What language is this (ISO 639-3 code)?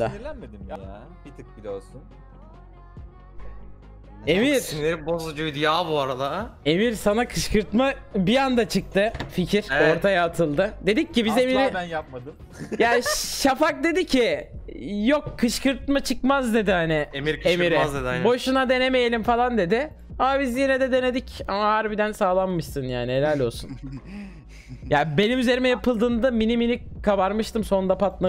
tur